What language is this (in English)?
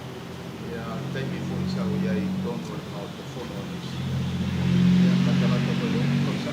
Samoan